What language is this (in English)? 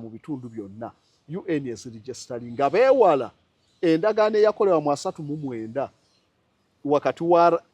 Ganda